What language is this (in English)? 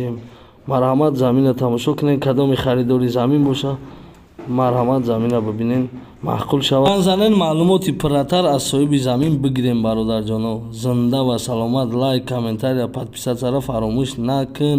Tajik